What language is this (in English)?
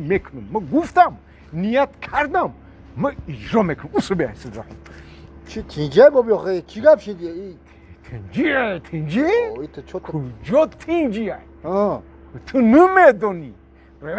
Tajik